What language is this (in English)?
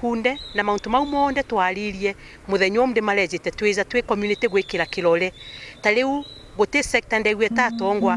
Meru